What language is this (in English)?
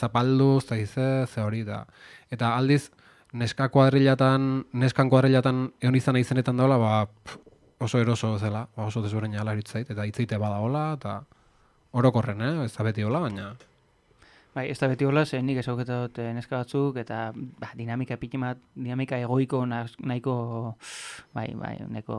Basque